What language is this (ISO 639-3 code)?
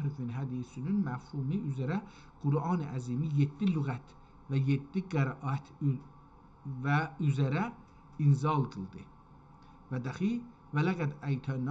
azb